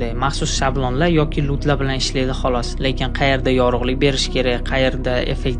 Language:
Uzbek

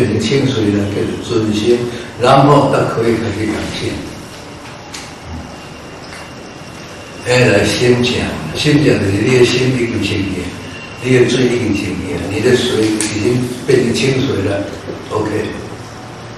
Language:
Chinese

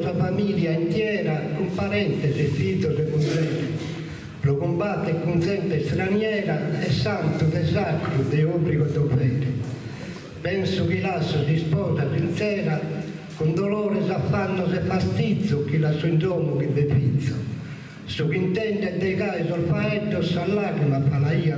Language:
Sardinian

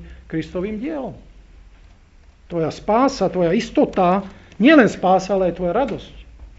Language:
Slovak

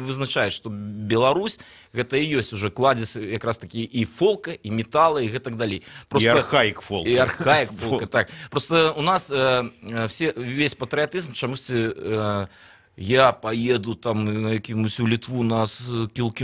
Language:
Belarusian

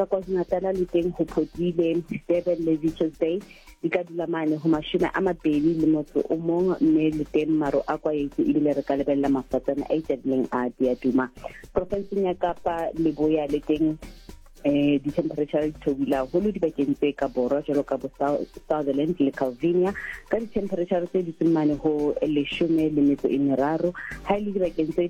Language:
Southern Sotho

